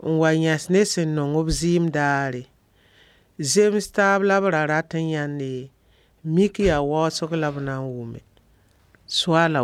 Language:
Mossi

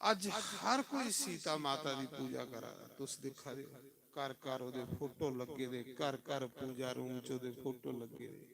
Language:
Dogri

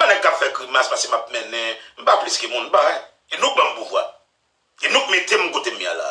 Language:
Haitian Creole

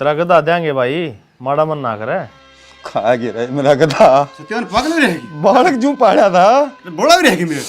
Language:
Haryanvi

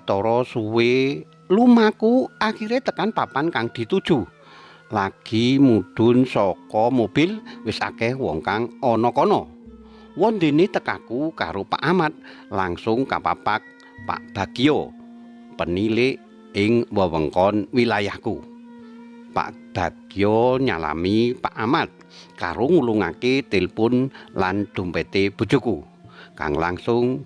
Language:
Javanese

